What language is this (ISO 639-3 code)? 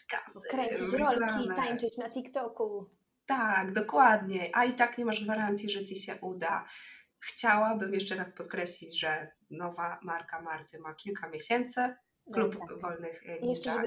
pol